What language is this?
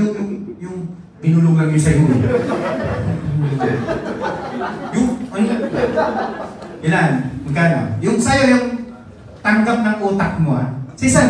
Filipino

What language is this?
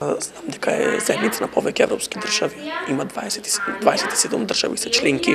Macedonian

